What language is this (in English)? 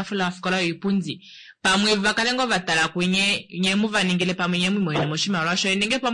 Kuanyama